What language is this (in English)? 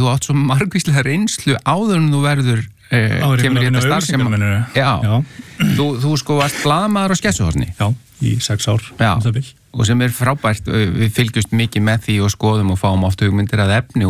Icelandic